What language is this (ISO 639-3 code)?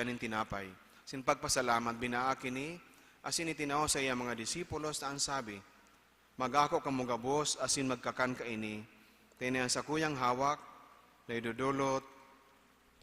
bik